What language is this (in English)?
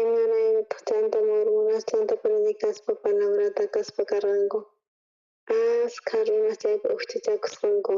South Bolivian Quechua